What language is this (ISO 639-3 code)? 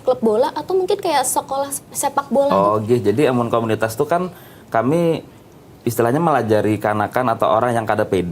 bjn